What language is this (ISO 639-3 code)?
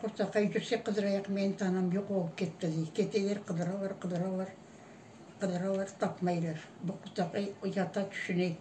crh